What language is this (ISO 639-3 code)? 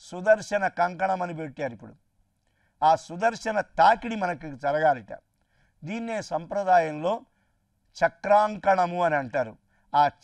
tel